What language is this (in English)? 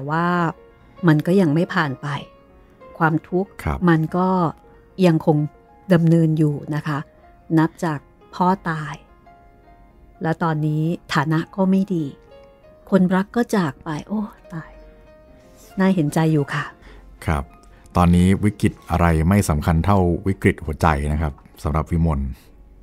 Thai